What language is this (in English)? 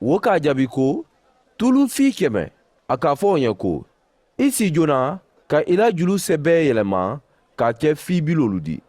Mandingo